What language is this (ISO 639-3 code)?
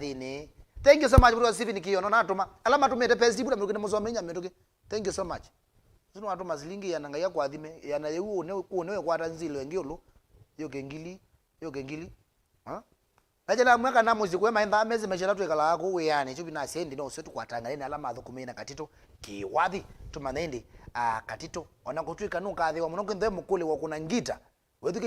kam